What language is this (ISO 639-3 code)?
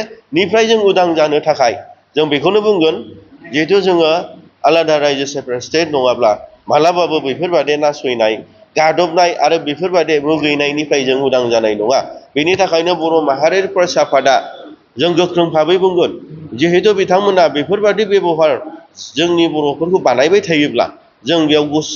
brx